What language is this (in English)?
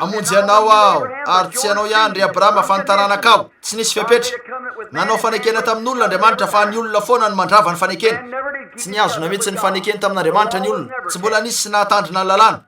Malagasy